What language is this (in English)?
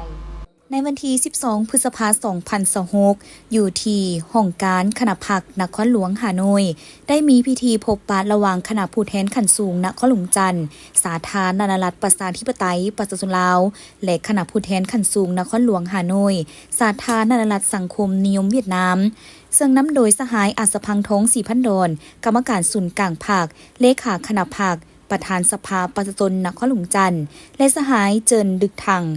Lao